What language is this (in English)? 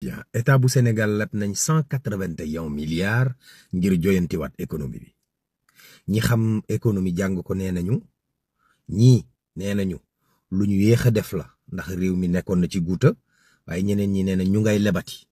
Wolof